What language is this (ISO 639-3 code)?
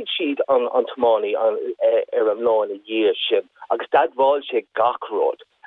gle